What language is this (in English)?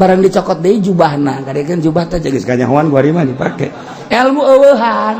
Sundanese